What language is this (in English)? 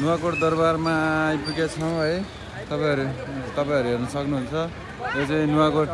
Nepali